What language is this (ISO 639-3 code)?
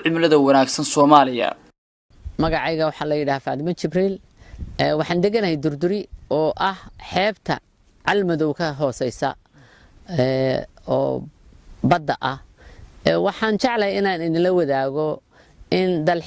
som